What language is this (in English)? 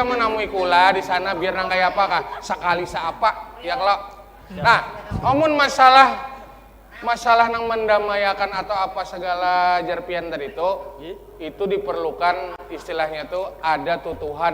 Banjar